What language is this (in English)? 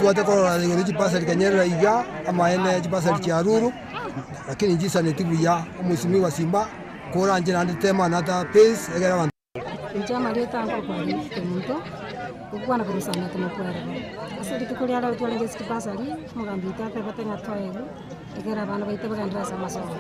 Gusii